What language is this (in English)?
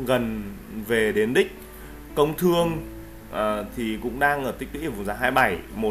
Vietnamese